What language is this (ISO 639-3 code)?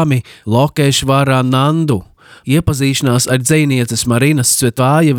lav